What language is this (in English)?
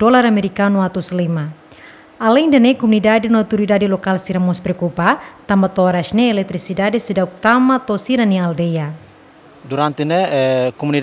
Tetum